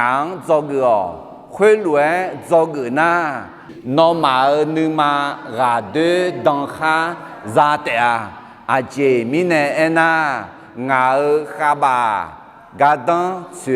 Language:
Akha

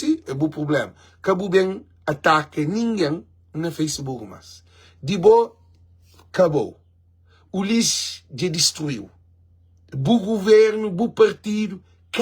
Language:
Kabuverdianu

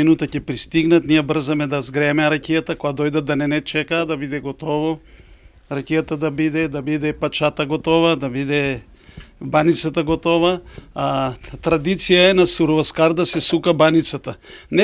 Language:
Macedonian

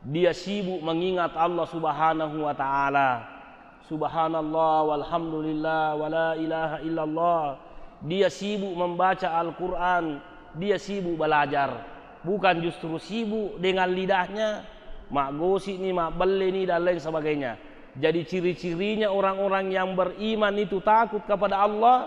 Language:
Buginese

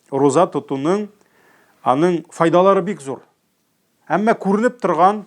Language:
Tatar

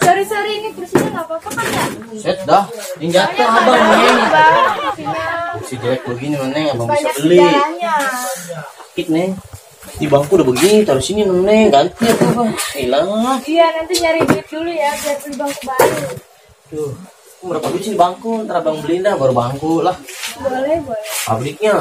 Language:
Betawi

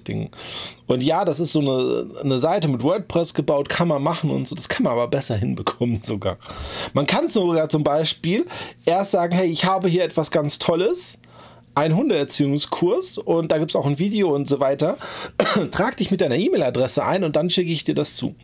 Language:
German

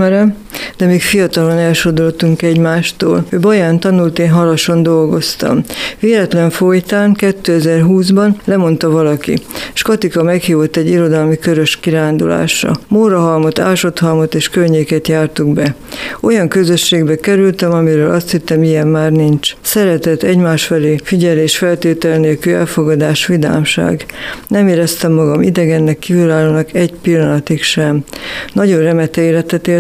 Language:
Hungarian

